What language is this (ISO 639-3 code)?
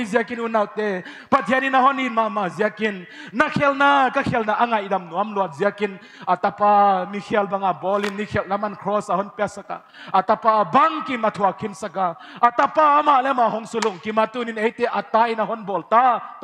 pck